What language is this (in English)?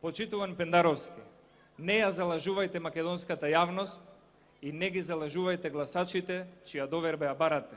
Macedonian